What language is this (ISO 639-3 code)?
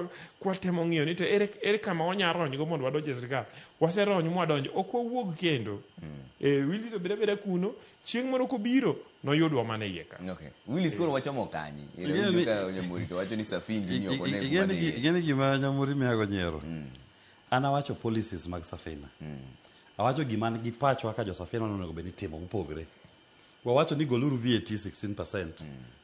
luo